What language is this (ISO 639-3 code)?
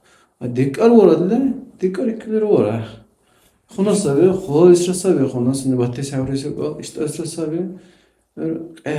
dar